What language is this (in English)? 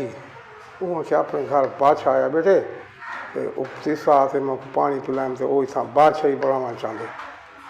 Saraiki